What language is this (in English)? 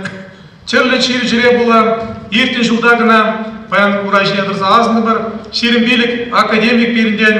Chuvash